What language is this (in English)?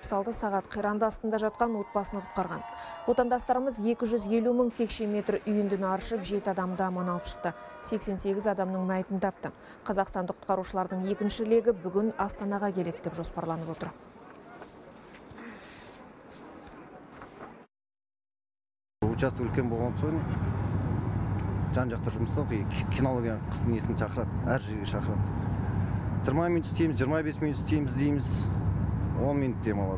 Kazakh